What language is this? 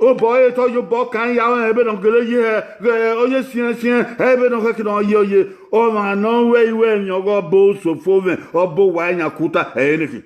Bini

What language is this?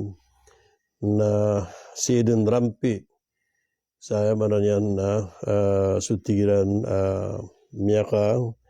Maranao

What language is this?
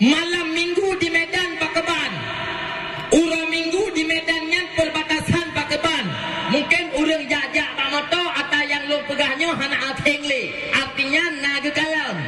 Achinese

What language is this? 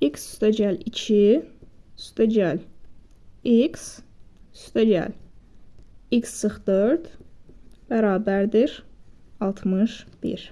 Azerbaijani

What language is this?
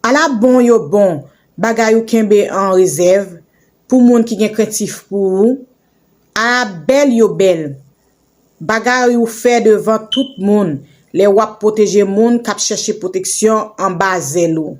Haitian Creole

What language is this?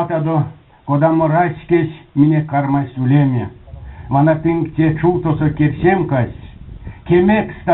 Erzya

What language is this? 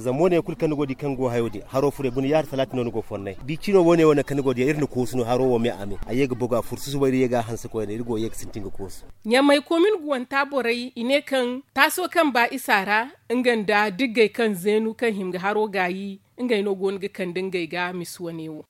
Zarma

